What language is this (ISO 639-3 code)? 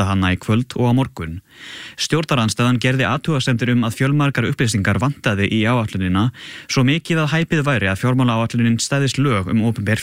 isl